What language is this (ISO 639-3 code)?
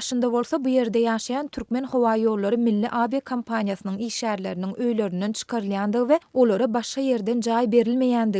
tuk